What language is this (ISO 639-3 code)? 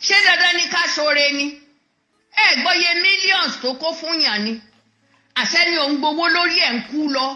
yor